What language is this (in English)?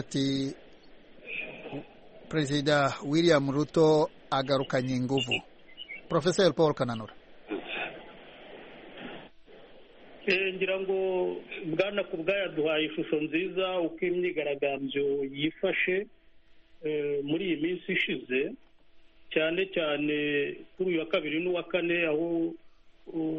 Kinyarwanda